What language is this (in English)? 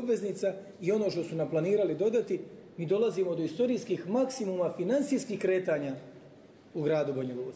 Croatian